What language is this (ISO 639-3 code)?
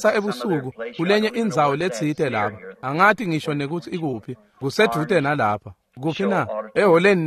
ssw